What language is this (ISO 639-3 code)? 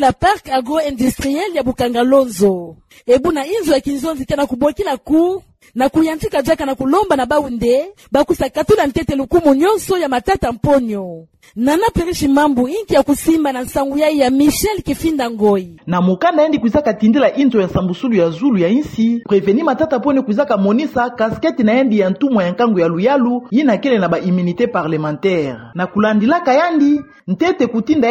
ktu